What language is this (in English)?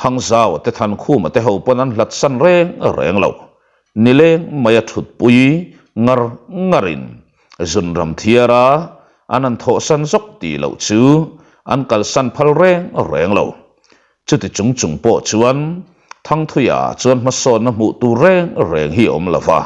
Mizo